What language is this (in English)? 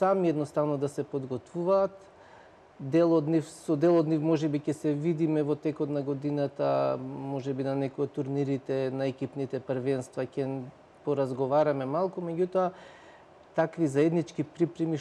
Macedonian